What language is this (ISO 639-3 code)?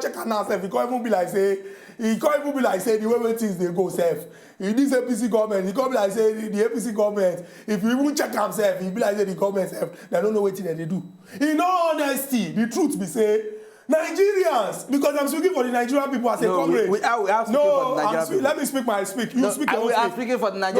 pcm